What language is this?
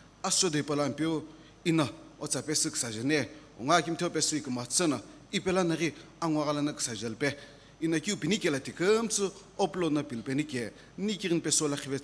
Sumi Naga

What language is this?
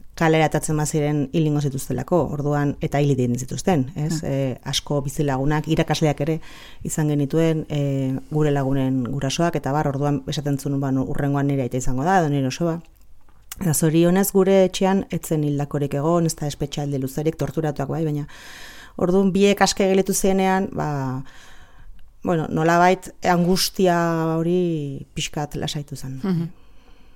Basque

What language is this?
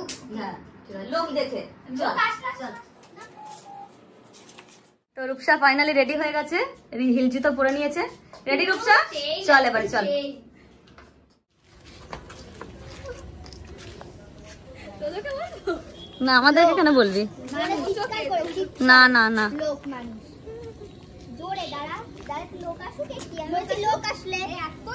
Bangla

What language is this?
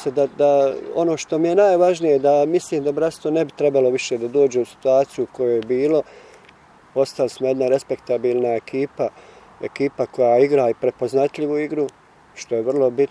Bosnian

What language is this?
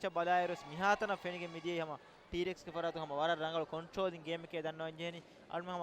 Divehi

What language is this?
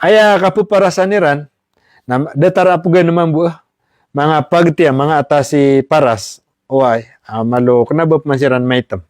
Maranao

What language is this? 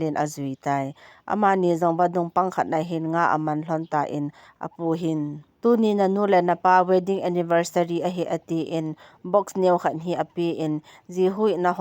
Thado Chin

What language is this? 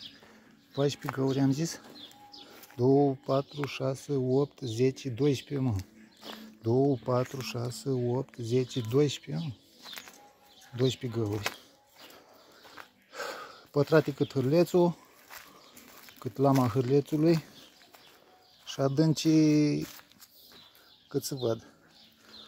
Romanian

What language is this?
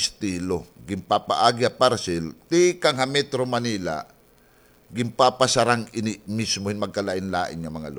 Waray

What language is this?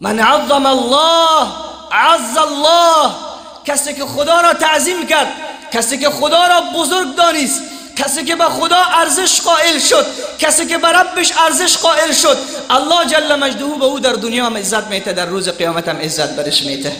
Persian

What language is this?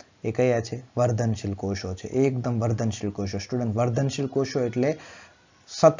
Gujarati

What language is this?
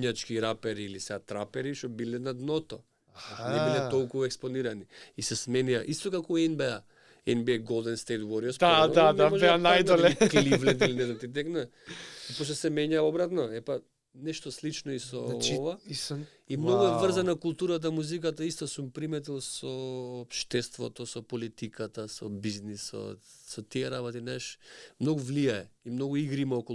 Macedonian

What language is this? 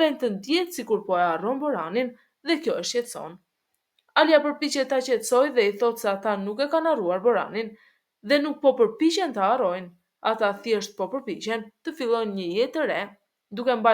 Albanian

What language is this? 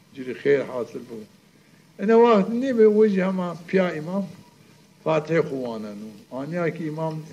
Zaza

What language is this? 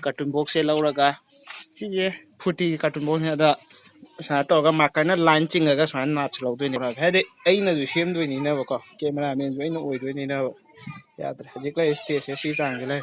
Manipuri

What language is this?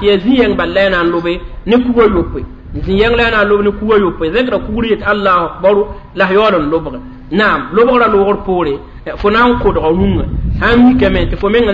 Mossi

